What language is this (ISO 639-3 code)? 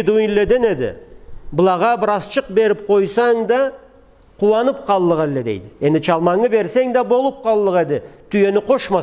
krc